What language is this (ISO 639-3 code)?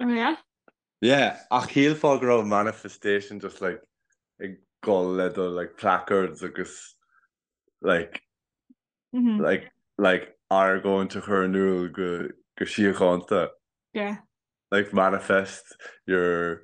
gle